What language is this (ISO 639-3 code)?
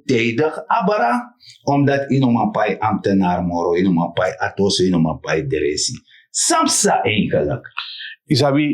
srn